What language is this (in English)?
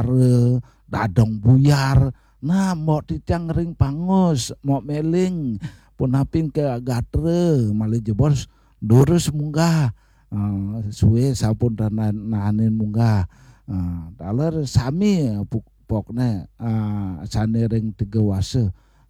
Balinese